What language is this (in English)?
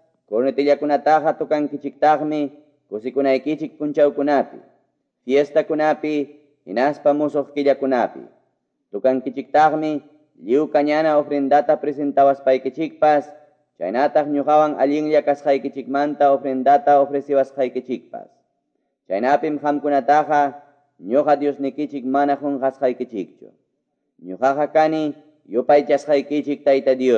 Quechua